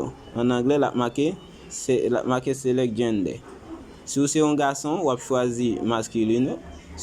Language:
Haitian Creole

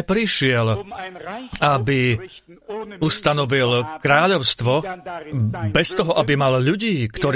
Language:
Slovak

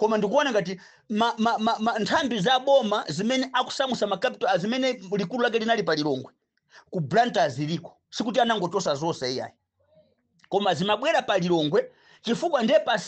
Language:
Nyanja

